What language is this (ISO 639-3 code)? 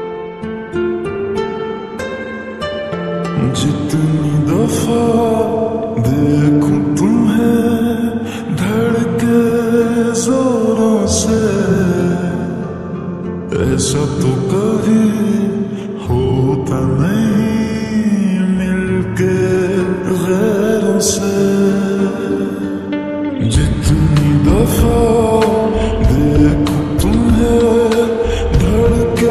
hin